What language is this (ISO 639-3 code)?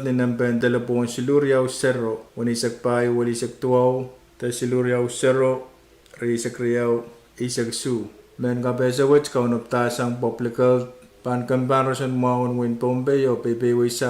pon